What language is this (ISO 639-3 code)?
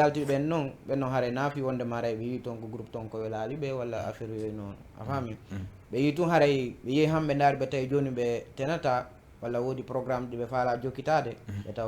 ful